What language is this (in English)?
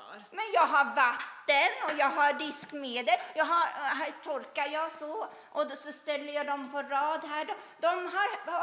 Swedish